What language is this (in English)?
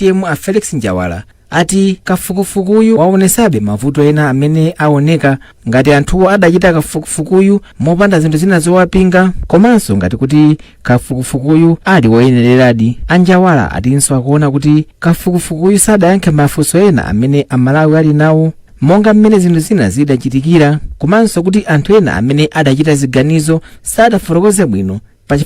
Nyanja